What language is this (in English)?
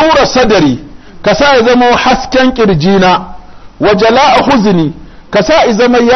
Hausa